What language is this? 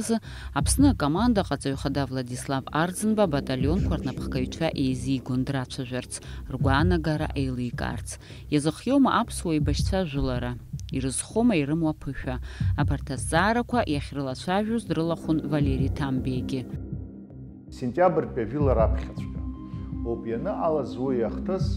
Abkhazian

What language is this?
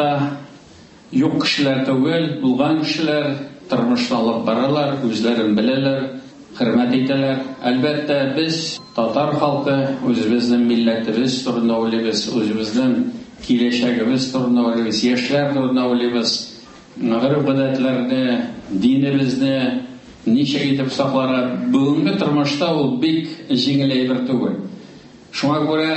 Tatar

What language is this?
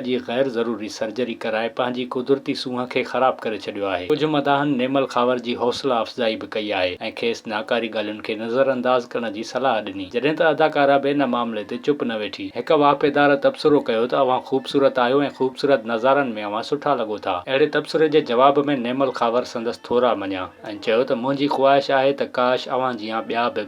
Sindhi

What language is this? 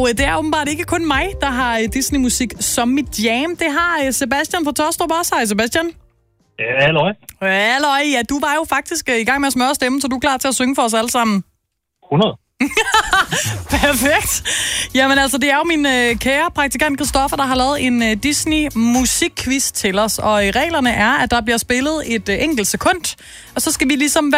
Danish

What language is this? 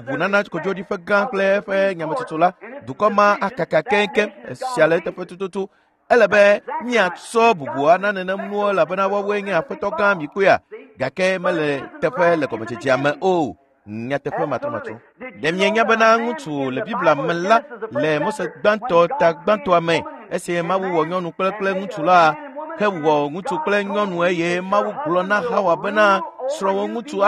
Ewe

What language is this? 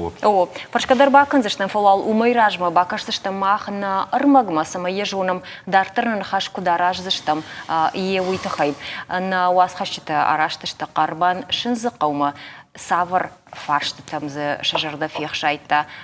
Ossetic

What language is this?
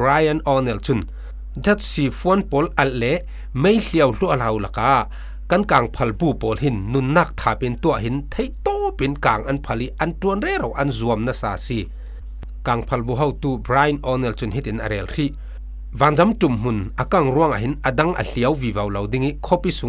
Falam Chin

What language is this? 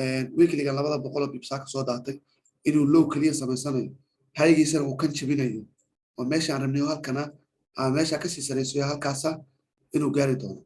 Somali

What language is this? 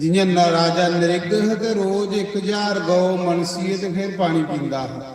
Dogri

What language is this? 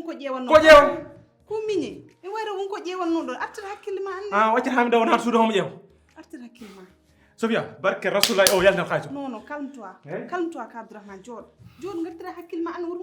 Fula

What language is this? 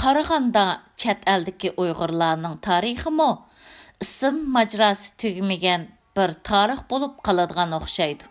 Uyghur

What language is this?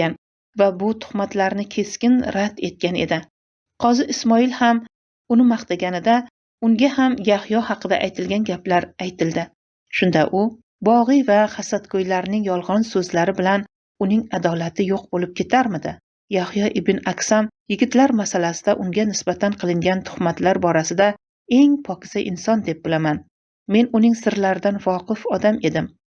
Uzbek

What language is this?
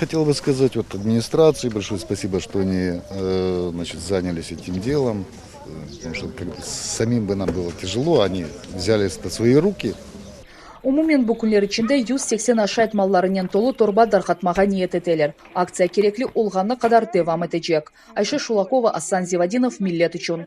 Crimean Tatar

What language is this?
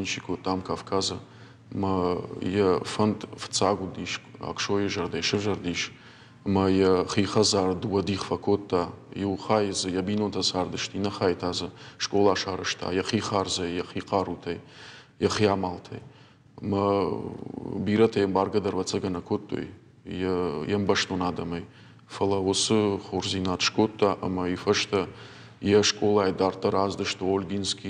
Ossetic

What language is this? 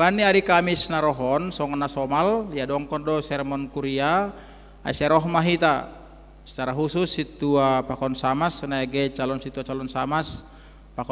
Batak Simalungun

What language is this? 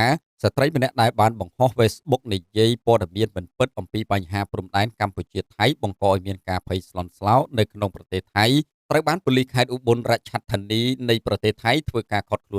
Khmer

